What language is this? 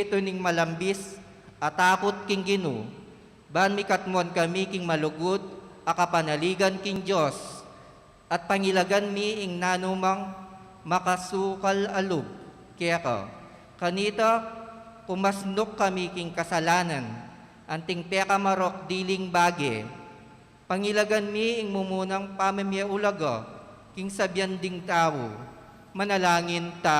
Pampanga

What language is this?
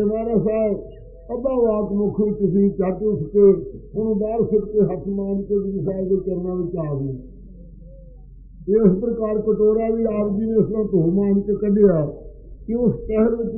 Punjabi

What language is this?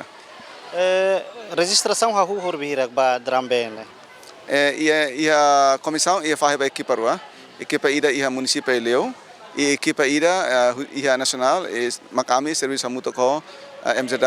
Tetum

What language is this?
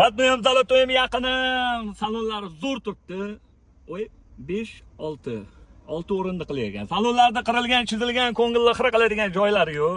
Uzbek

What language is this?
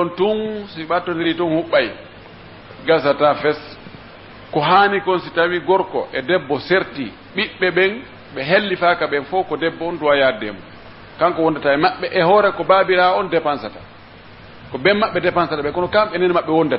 Pular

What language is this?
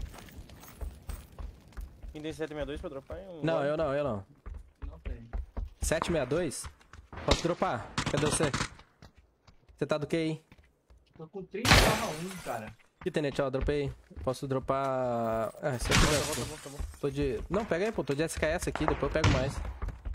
Portuguese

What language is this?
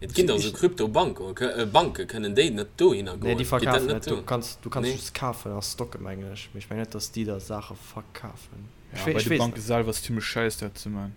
Luxembourgish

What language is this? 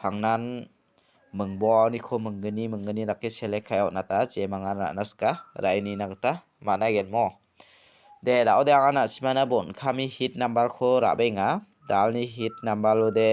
Garo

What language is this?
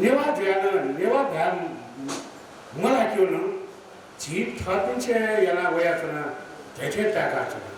Newari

